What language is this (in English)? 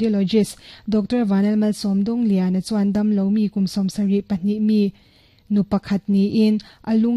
Mizo